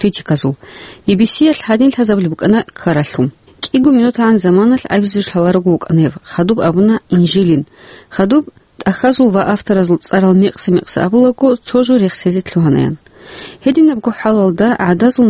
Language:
Avaric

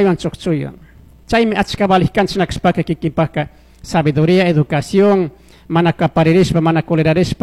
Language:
Chimborazo Highland Quichua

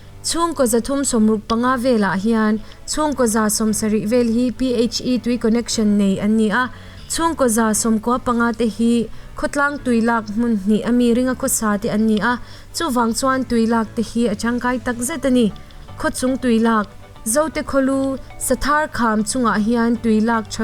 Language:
Mizo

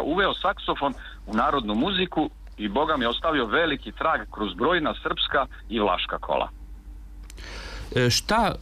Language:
Serbian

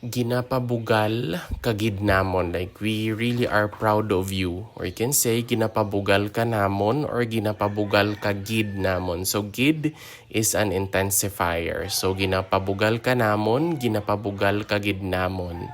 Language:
Hiligaynon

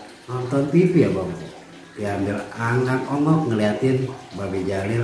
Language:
Betawi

